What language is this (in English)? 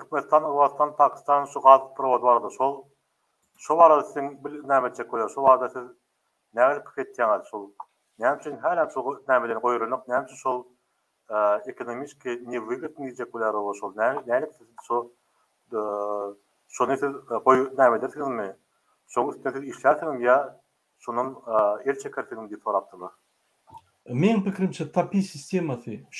Turkmen